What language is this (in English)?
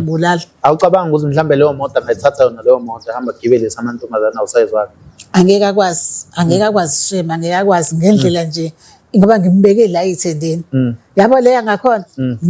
Zulu